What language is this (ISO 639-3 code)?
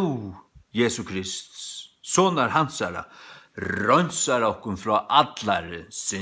fao